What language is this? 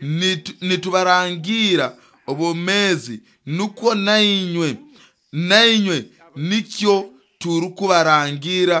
Nyoro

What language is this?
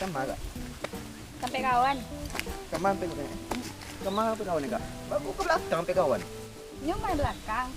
Minangkabau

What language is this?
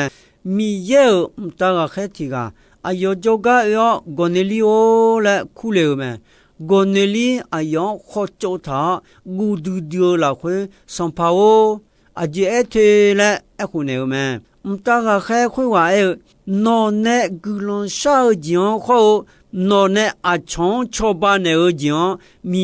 Akha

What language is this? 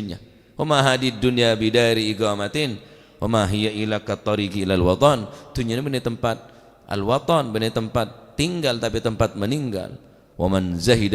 Madurese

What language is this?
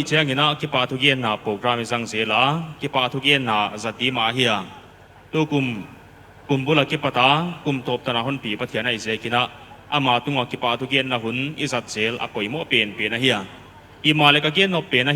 Paite Chin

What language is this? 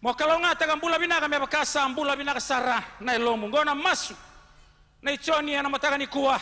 Fijian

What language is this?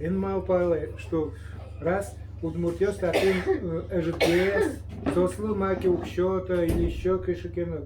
Udmurt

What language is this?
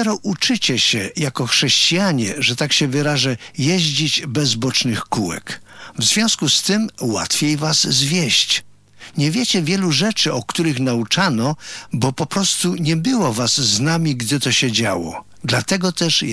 Polish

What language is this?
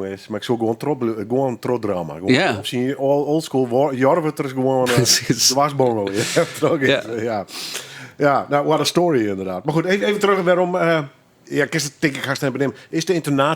Western Frisian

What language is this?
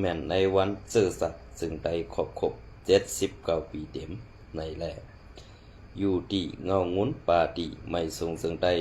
Shan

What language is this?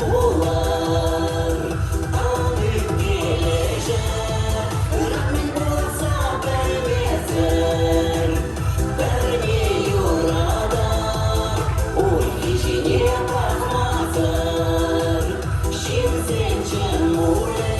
Chuvash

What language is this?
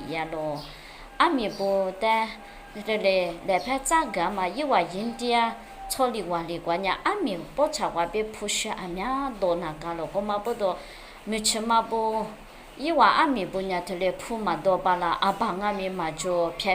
Lisu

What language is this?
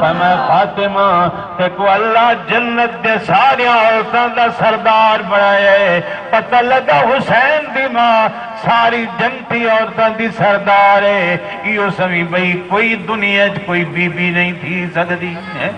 Saraiki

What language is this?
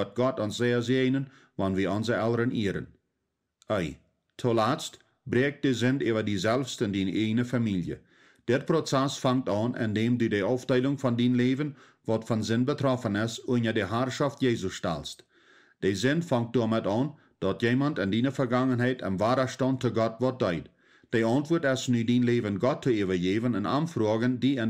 Plautdietsch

